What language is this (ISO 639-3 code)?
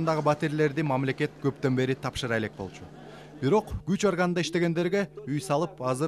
kir